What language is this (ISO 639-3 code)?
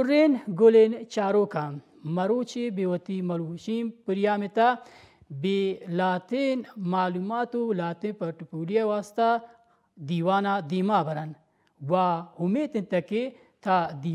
bal